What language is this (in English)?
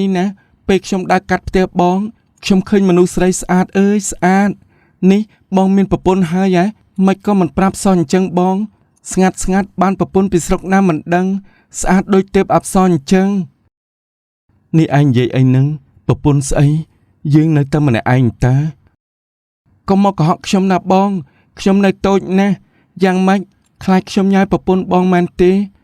Khmer